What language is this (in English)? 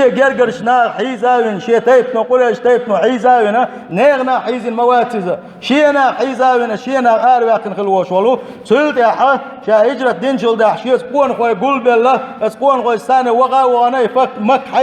Chechen